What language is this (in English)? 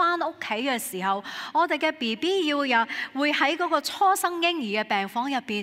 Cantonese